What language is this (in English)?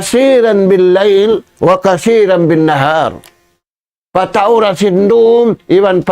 Tausug